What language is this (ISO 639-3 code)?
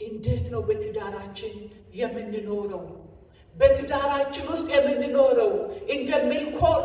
amh